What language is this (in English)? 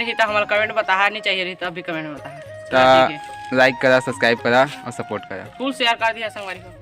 Chhattisgarhi